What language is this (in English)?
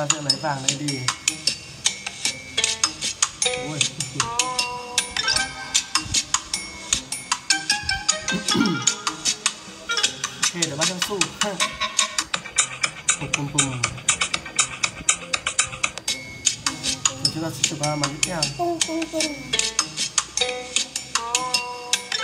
Vietnamese